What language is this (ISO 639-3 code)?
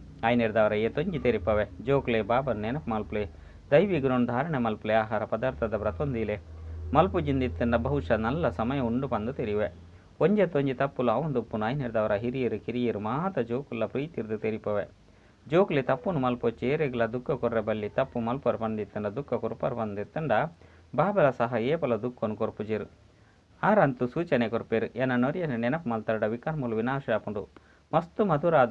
tcy